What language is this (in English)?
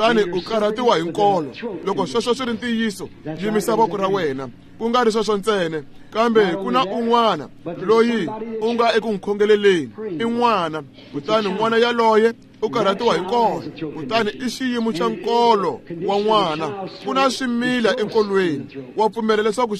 Tsonga